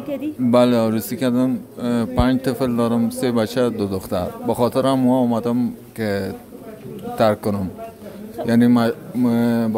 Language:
Persian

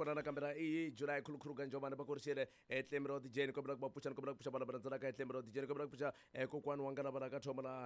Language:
Tsonga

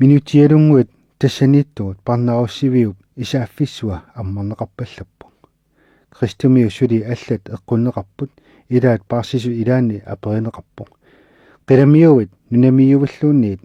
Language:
Kalaallisut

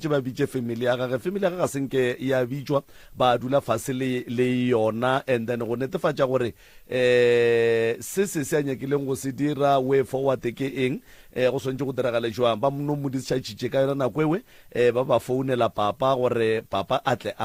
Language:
Northern Sotho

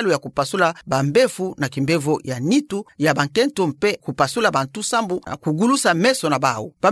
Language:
Kituba (Democratic Republic of Congo)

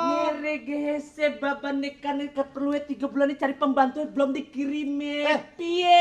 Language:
Betawi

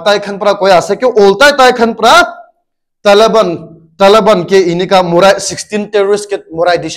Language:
Naga Pidgin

